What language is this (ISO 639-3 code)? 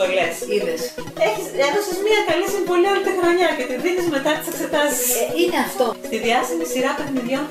ell